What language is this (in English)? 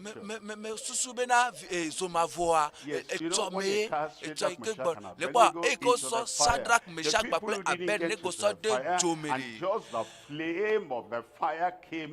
Ewe